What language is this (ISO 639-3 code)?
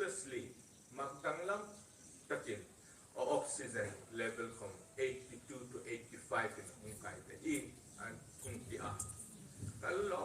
hmr